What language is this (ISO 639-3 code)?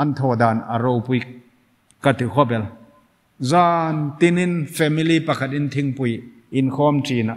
lus